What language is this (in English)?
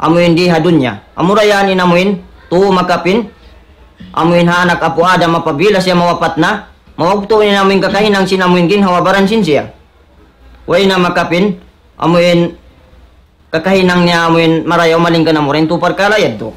Tausug